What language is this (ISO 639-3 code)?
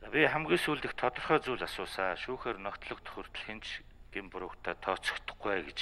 mon